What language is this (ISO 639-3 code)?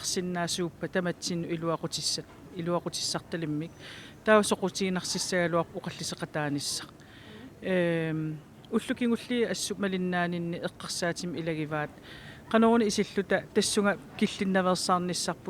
kal